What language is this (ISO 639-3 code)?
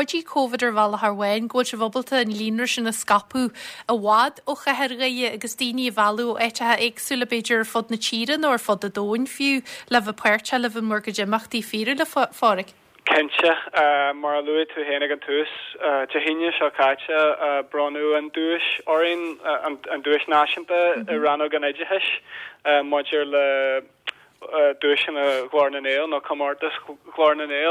gle